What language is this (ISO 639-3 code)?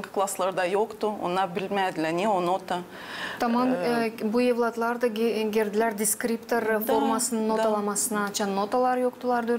gag